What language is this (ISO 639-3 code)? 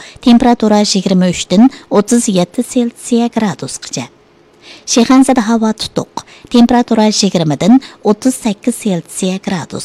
uig